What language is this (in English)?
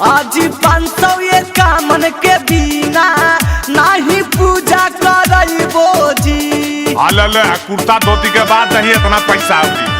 Magahi